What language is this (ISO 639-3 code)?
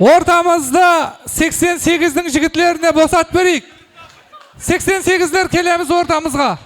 kaa